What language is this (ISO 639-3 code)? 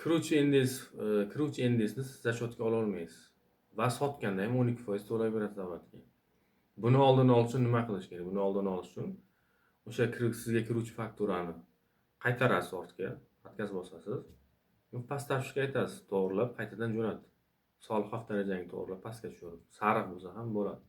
uzb